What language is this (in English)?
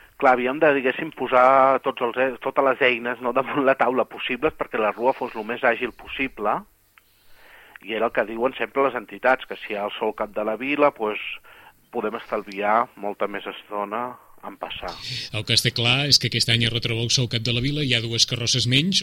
Catalan